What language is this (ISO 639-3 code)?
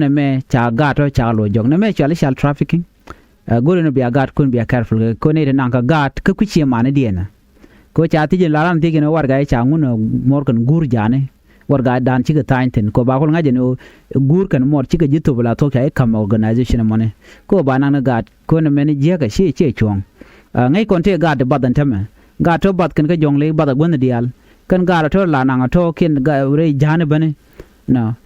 nus